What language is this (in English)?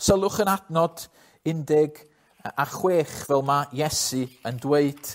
Welsh